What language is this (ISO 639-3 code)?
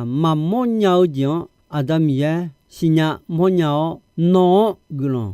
ahk